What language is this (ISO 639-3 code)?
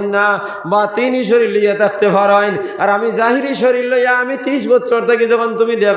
syl